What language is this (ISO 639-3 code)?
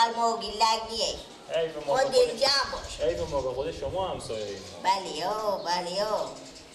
fas